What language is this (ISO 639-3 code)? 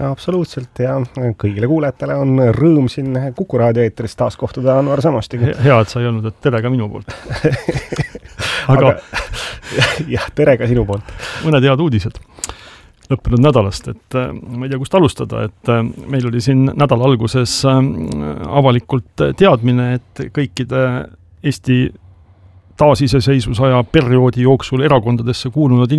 est